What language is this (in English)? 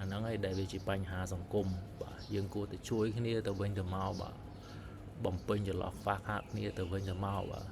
Khmer